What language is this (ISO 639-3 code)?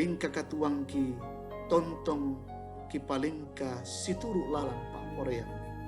sda